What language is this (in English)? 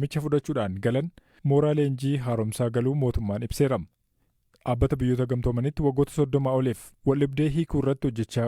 Oromo